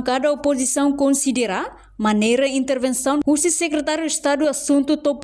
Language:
Tetum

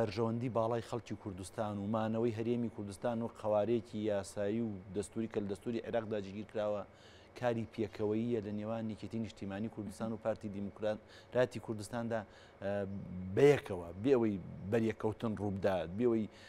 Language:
Central Kurdish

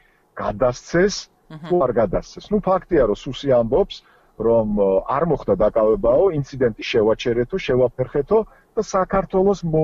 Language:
Georgian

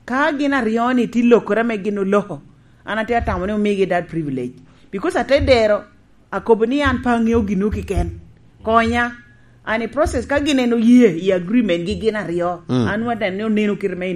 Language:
Lango (Uganda)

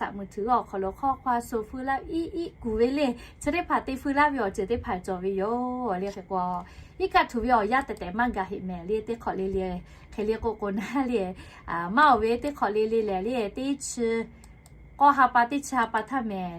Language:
Lahu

